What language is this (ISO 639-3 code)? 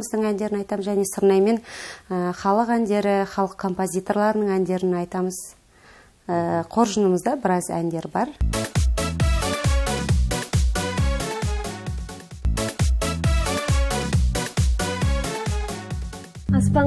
kaz